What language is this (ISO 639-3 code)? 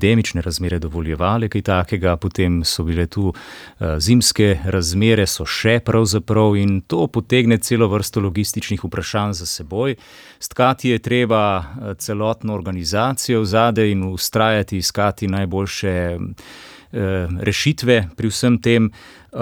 slv